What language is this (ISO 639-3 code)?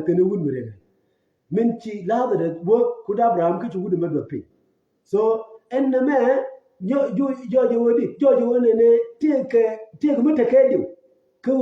nus